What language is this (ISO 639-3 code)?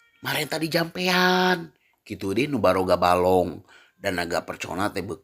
sun